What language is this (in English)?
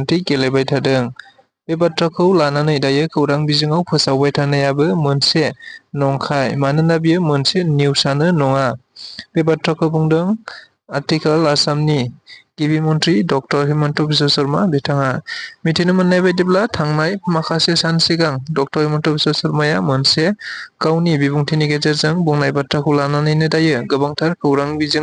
Bodo